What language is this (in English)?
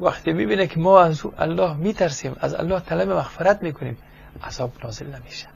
Persian